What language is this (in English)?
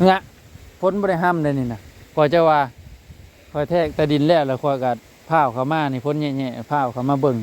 Northeastern Thai